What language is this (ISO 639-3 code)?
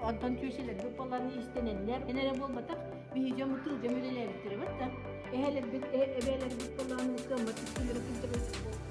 sah